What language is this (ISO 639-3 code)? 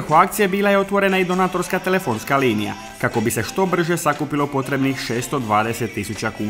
hrv